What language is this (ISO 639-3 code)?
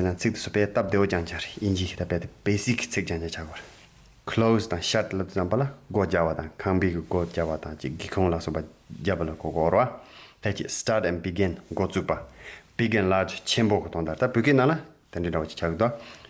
bod